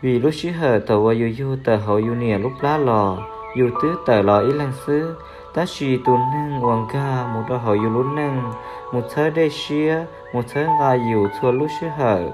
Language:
Hmong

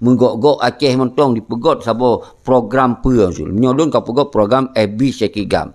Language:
Achinese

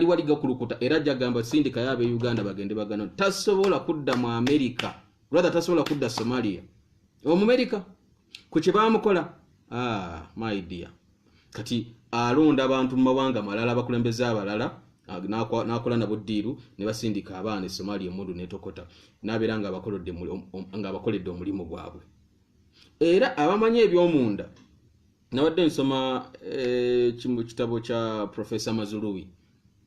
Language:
Ganda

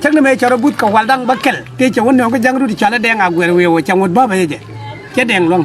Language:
Nuer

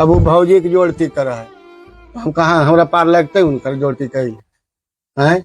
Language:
Magahi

